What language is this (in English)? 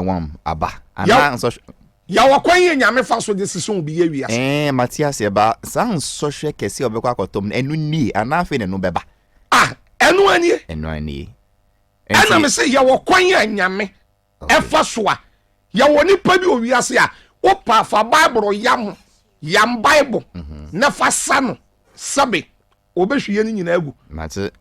Akan